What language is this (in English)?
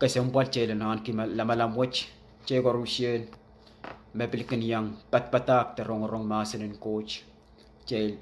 Pohnpeian